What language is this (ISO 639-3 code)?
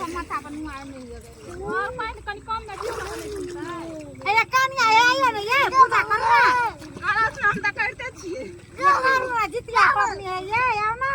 mai